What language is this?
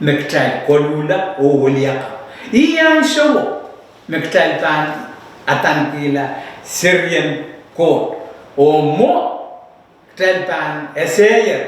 Pohnpeian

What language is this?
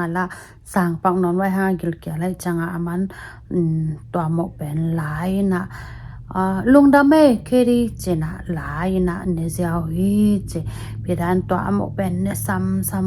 Tedim Chin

